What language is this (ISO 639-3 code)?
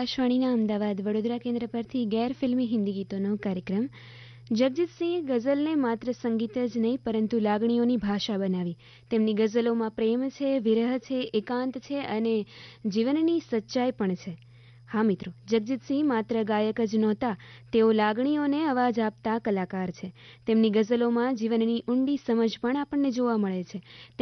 guj